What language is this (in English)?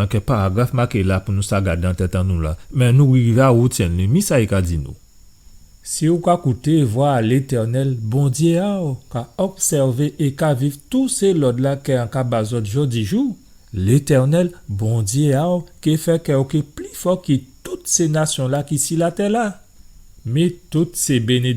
Guadeloupean Creole French